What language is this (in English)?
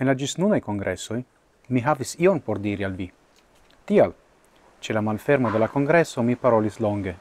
Esperanto